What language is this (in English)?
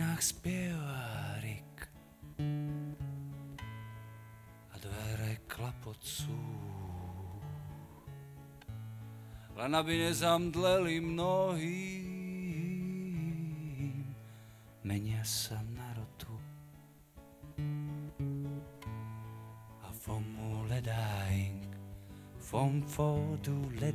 Slovak